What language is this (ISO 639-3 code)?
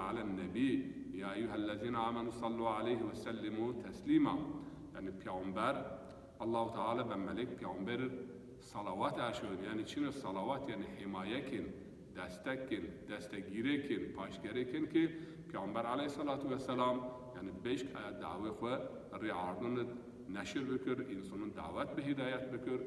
zza